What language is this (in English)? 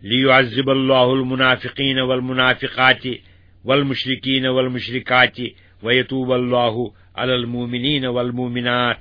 Kashmiri